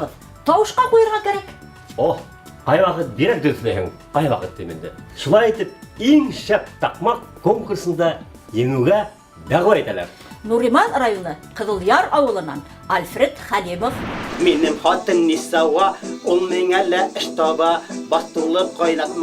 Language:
Bashkir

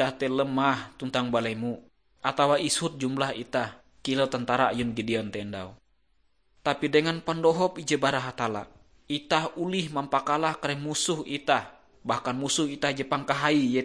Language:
Ngaju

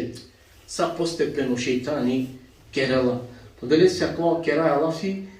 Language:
Balkan Romani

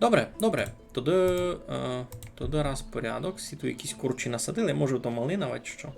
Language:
Rusyn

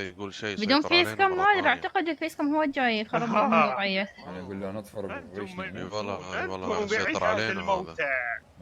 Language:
Mesopotamian Arabic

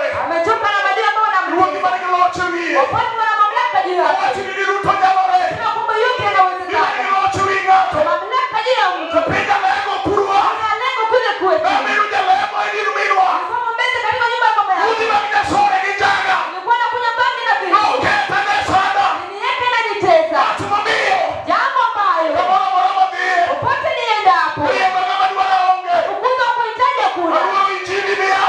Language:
Luo (Kenya and Tanzania)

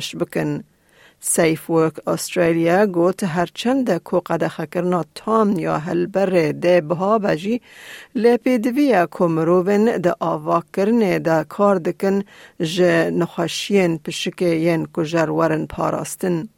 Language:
Kurdish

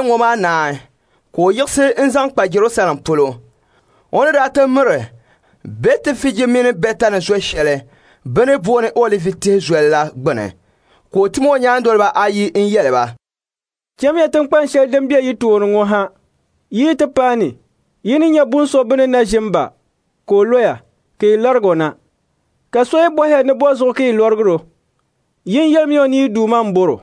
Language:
Dagbani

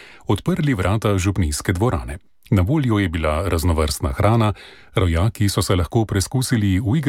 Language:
Slovenian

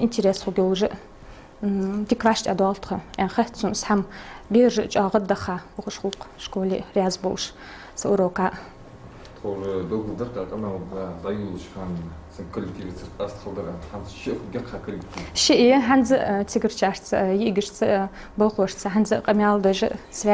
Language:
Ingush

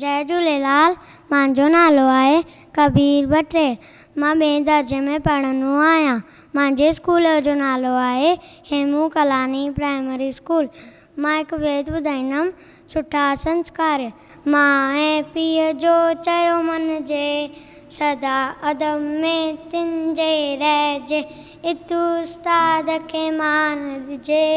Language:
Sindhi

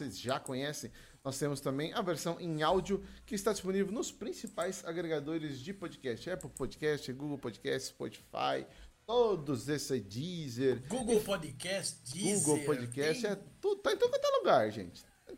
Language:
Portuguese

